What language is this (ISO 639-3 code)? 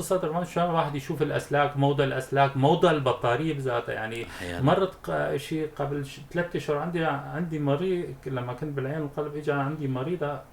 apc